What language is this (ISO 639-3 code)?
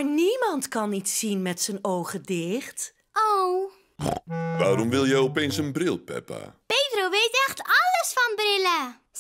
nld